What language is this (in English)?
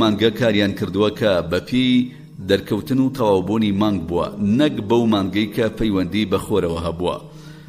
Central Kurdish